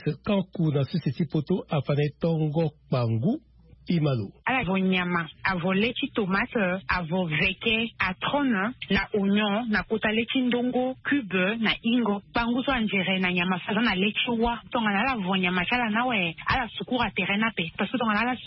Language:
Sango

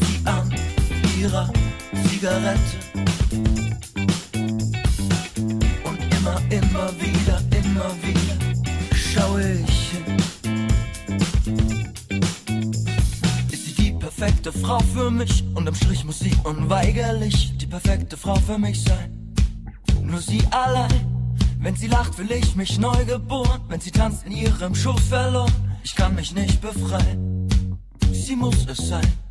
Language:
German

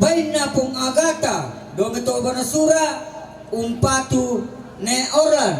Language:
Toraja-Sa'dan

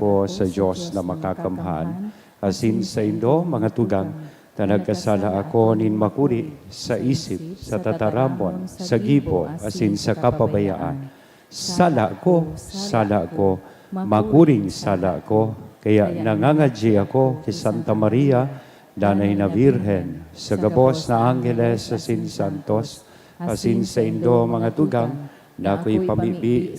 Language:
Bikol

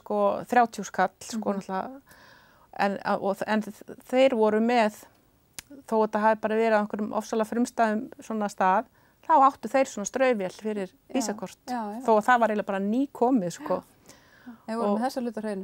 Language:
Icelandic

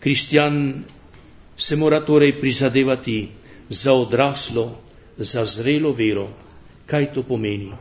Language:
Slovenian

